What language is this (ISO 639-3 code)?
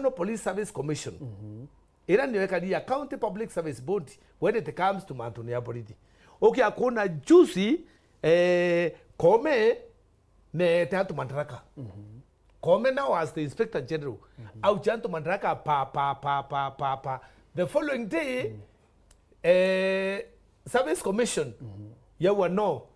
mer